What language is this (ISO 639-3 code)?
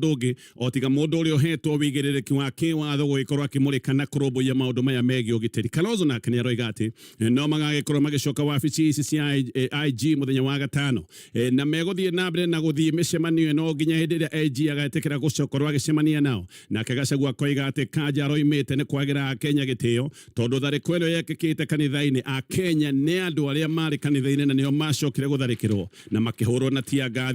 kik